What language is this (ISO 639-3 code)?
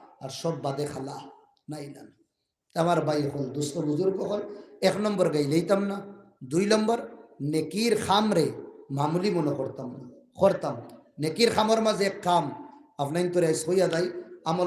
syl